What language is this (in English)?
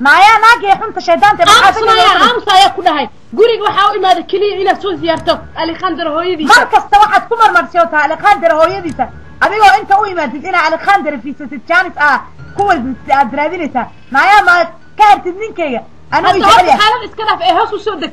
Somali